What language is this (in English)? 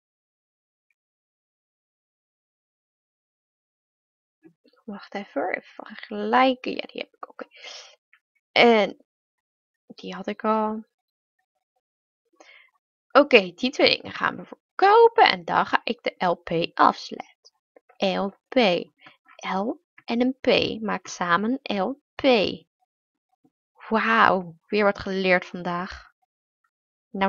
Dutch